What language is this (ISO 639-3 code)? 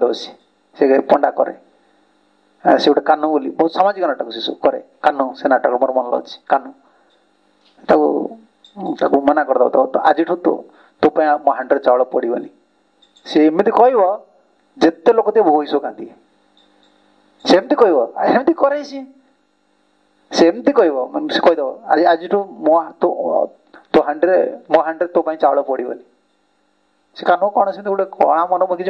ori